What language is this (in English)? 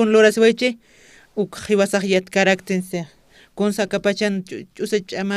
Aymara